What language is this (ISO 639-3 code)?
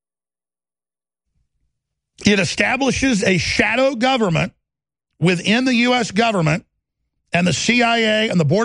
eng